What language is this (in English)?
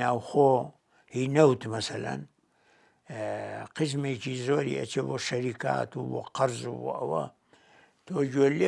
Central Kurdish